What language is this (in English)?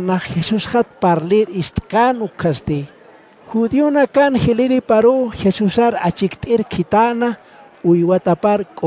Aymara